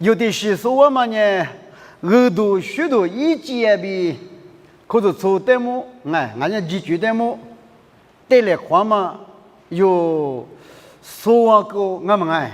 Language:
Lisu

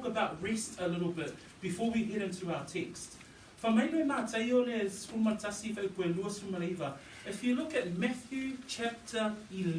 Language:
Samoan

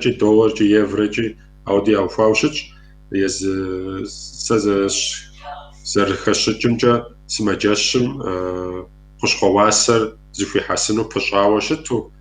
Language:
Kabardian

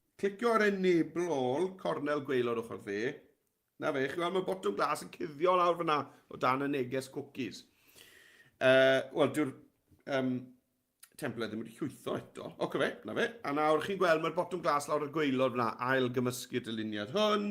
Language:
Welsh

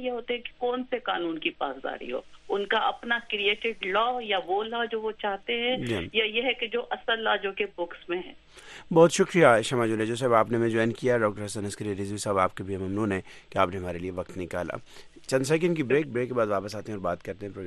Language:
Urdu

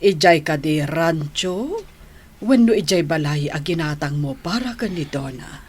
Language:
Iloko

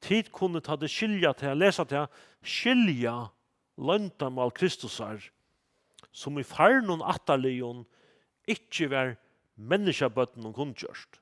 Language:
Faroese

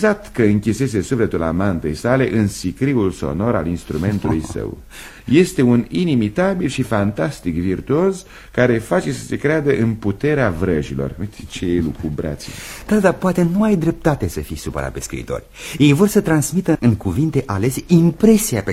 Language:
Romanian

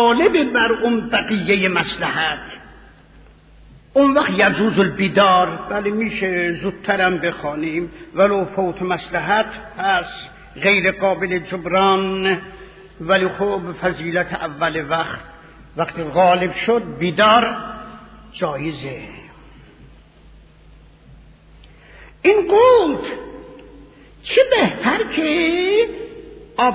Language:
Persian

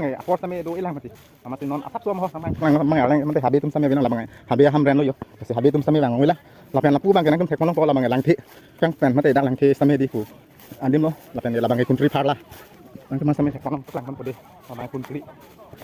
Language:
Karbi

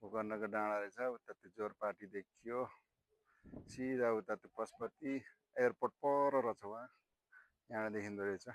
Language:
Nepali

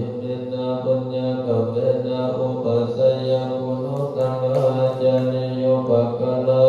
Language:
Pali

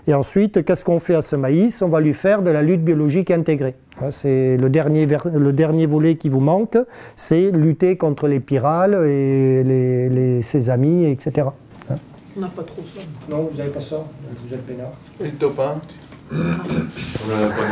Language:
French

